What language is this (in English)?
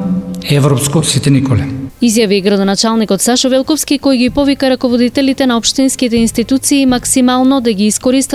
Macedonian